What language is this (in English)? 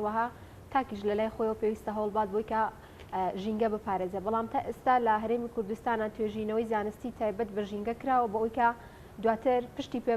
Central Kurdish